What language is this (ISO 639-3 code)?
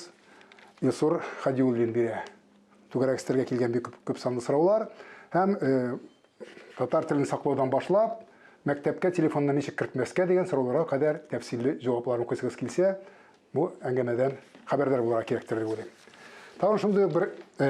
tat